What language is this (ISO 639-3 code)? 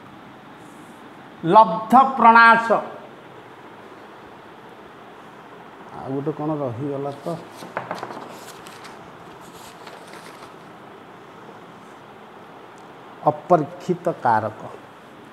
ori